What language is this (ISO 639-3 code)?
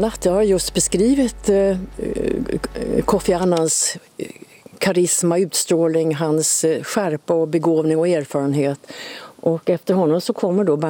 swe